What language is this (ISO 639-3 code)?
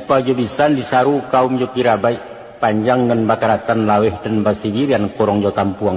min